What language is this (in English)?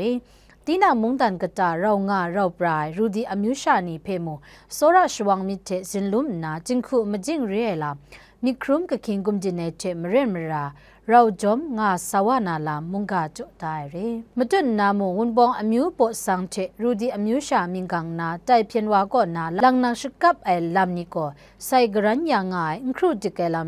Kachin